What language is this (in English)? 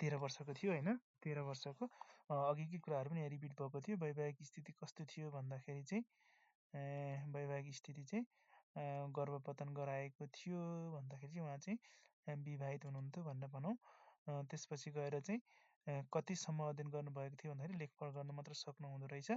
Nepali